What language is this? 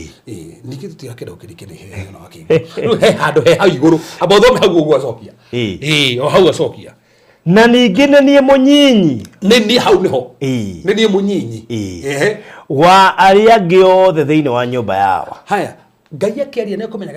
Kikuyu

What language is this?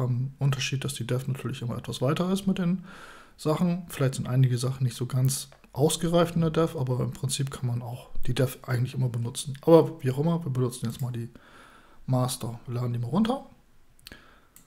German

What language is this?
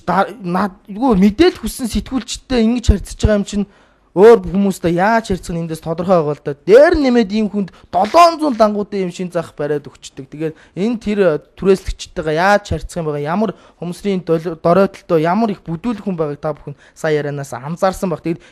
Mongolian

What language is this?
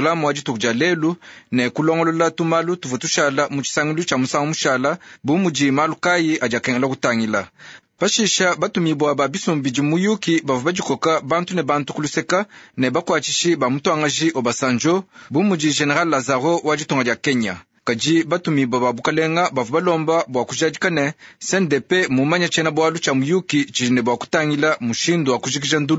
Luba-Lulua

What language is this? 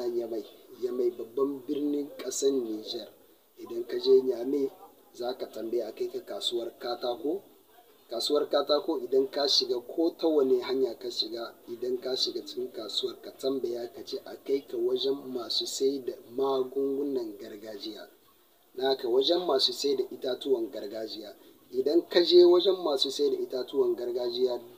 Hausa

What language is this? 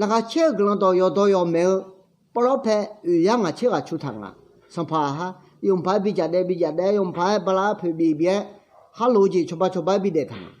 Akha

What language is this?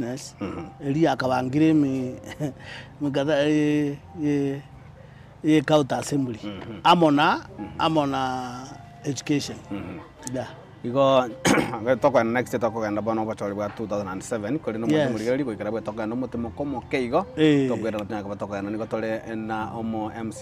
Gusii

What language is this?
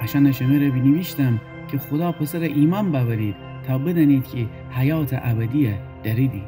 Gilaki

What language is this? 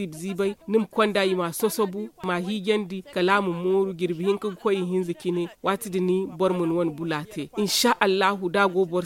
Zarma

